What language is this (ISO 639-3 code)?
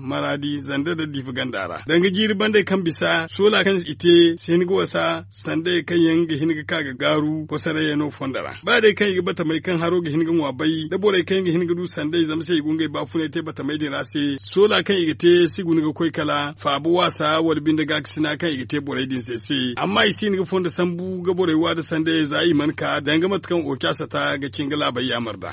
dje